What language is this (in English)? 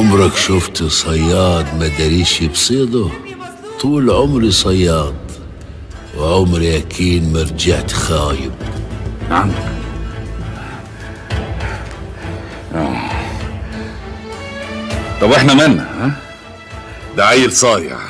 Egyptian Arabic